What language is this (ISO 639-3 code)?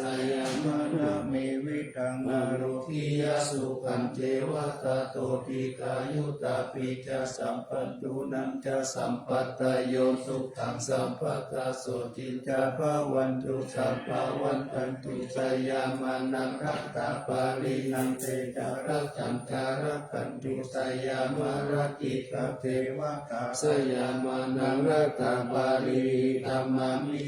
pli